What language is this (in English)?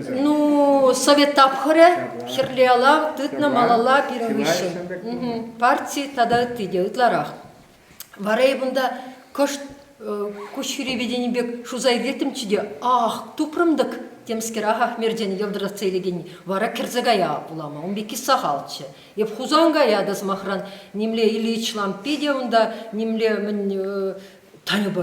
Chuvash